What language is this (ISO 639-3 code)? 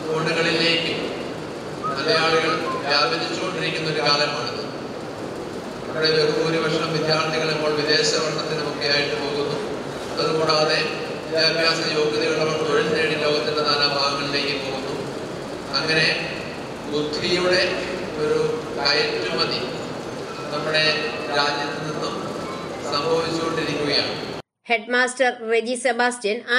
mal